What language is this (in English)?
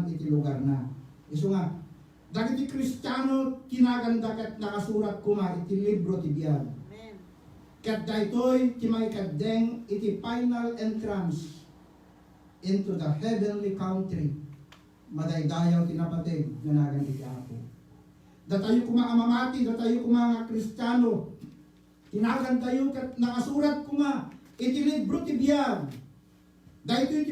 Iloko